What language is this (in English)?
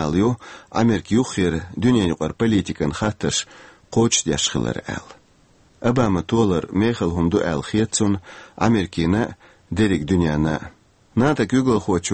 Chechen